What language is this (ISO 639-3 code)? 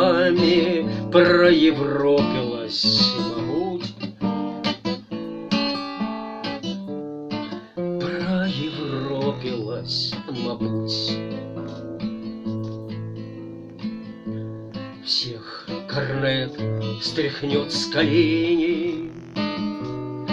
rus